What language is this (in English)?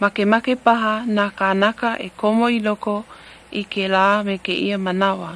Hawaiian